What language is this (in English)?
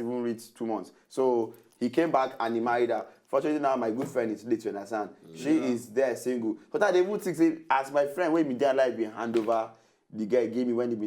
Nigerian Pidgin